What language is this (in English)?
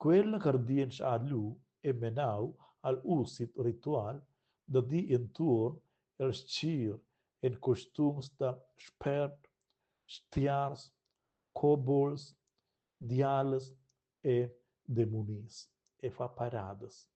Romansh